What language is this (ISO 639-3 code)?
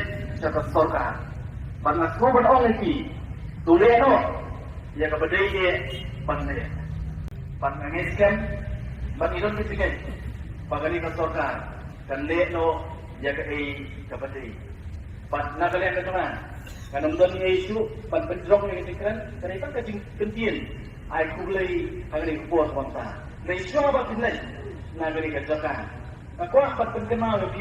kha